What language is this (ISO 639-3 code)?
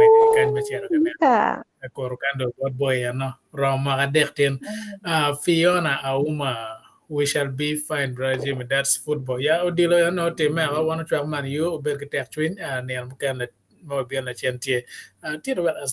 ach